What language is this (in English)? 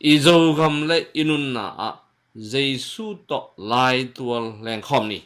Tedim Chin